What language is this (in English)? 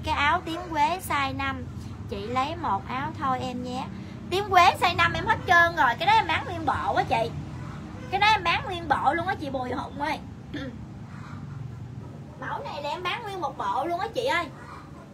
Vietnamese